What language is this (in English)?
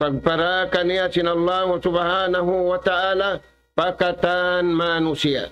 Tausug